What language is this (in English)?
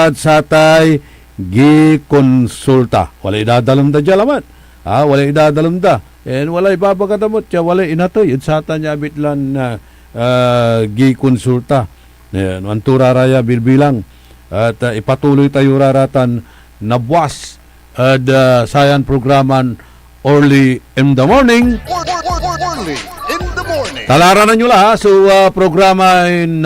Pangasinan